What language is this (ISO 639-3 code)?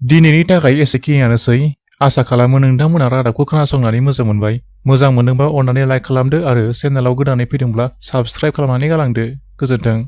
brx